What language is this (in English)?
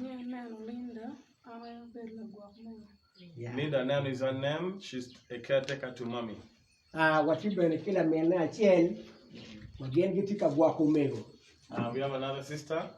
Acoli